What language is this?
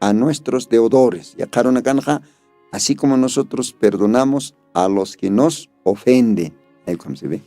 Aymara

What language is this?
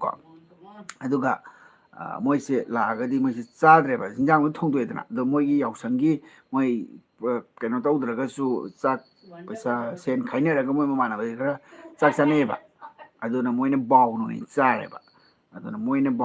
Manipuri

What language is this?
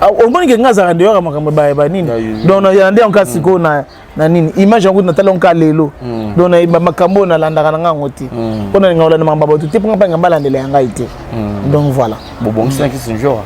Lingala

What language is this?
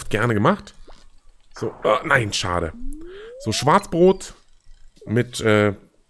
German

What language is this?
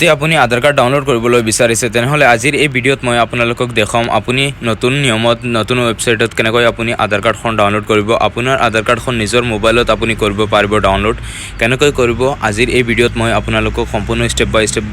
Assamese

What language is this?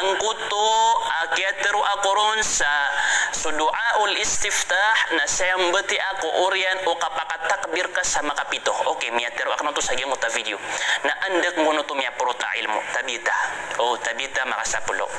Maranao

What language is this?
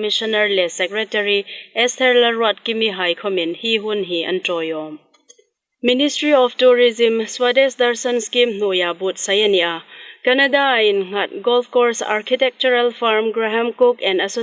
Hmar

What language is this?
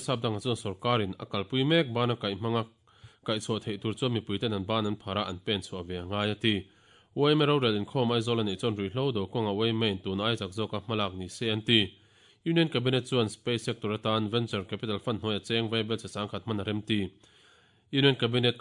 Mizo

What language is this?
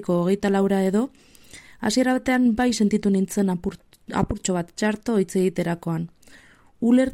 Basque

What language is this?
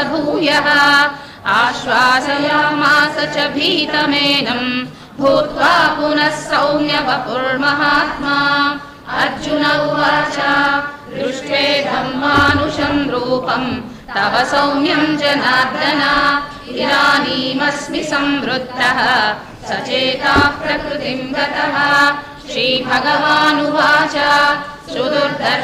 Sanskrit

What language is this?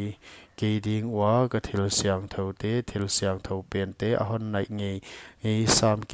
Paite Chin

